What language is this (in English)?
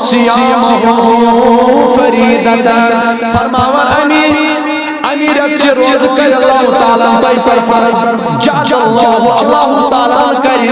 Kashmiri